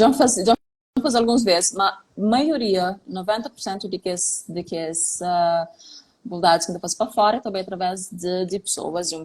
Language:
Kabuverdianu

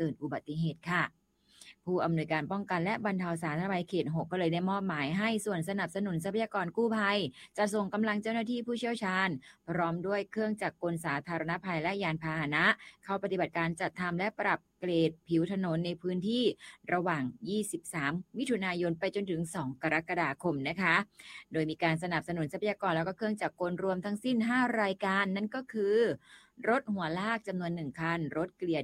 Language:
Thai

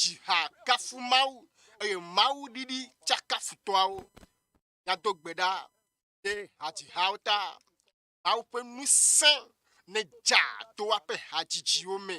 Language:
Ewe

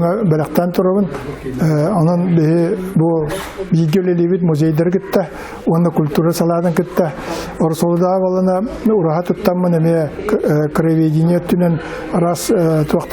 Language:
Yakut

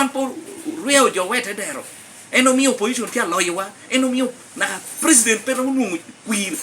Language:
Lango (Uganda)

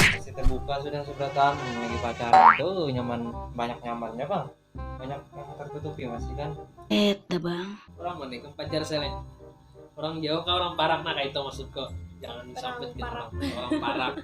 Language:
Banjar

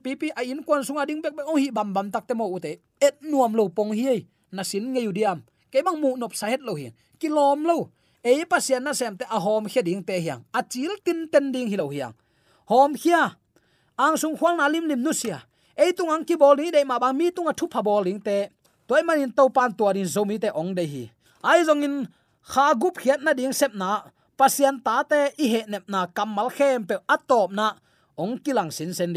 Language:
Tedim Chin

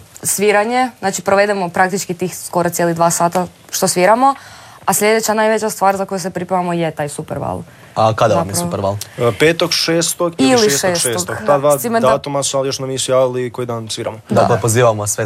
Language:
Croatian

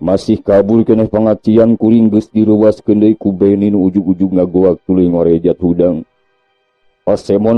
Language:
Sundanese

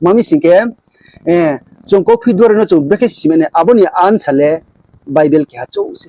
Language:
Riang (India)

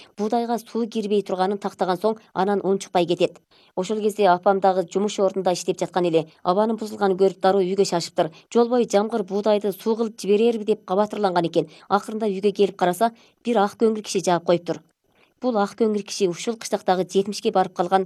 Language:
Kyrgyz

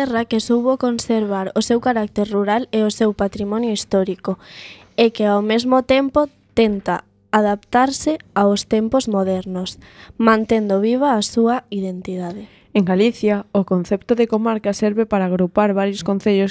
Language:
Galician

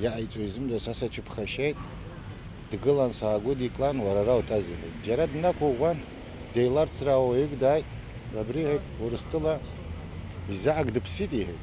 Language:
Abkhazian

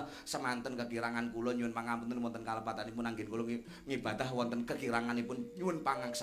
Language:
Javanese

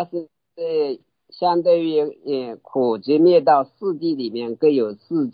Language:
Chinese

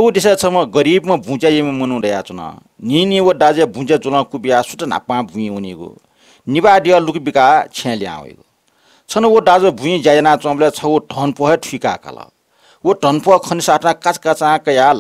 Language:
Newari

